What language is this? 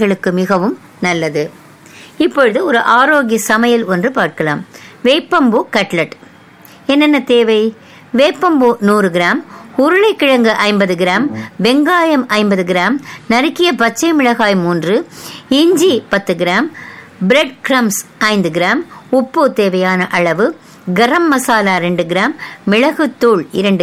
Tamil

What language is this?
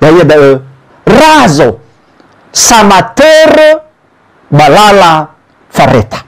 Nias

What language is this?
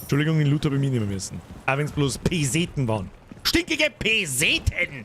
Bavarian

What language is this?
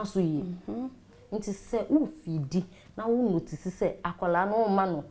Akan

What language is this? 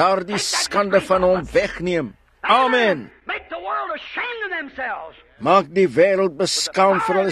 Afrikaans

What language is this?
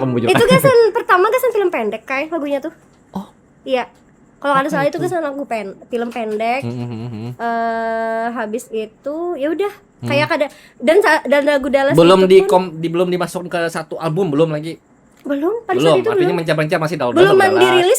Banjar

